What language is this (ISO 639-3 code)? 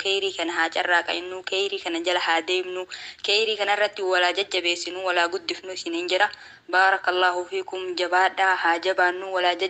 orm